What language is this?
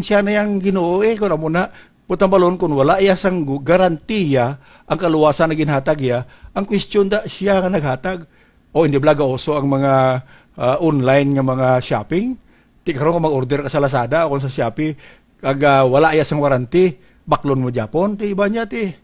Hiligaynon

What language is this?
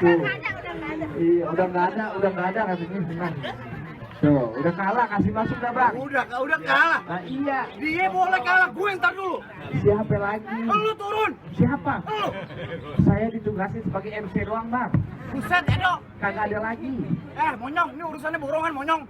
Betawi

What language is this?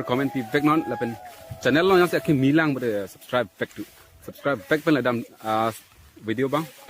Karbi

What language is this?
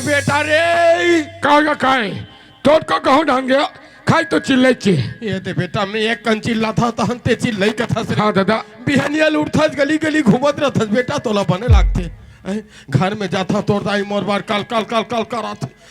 Chhattisgarhi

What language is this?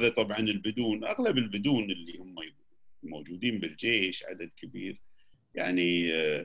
Gulf Arabic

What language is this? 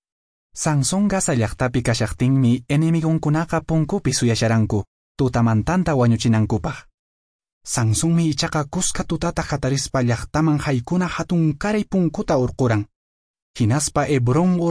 Quechua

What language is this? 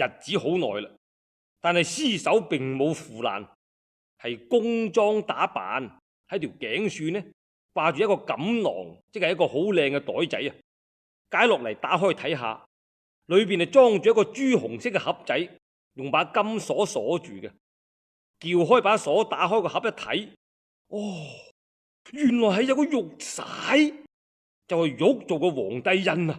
Cantonese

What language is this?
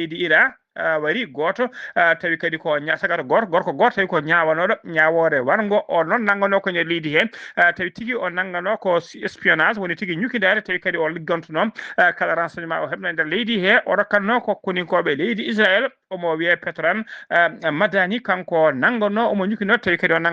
Fula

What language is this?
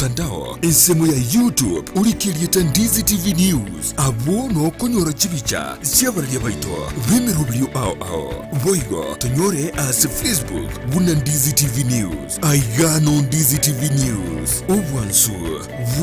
Gusii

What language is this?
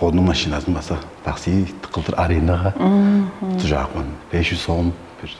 Tuvinian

